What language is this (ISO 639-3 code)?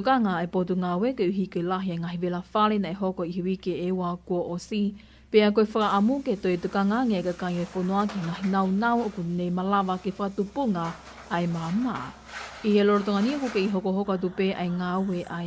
ton